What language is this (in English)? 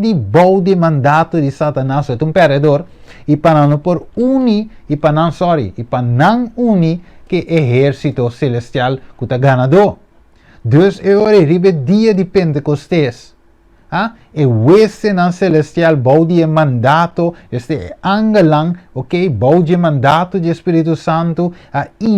Papiamento